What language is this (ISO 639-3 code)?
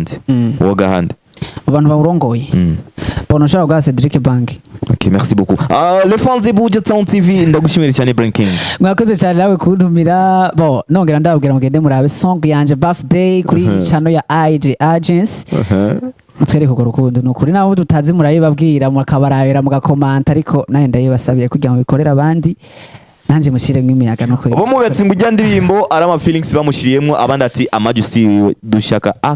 run